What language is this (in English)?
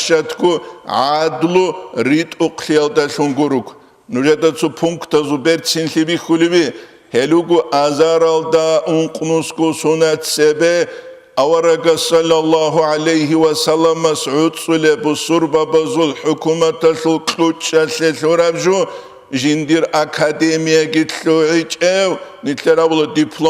Avaric